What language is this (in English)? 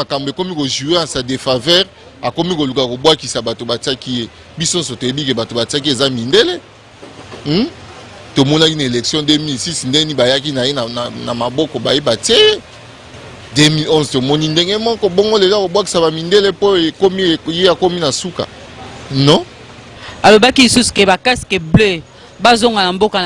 Lingala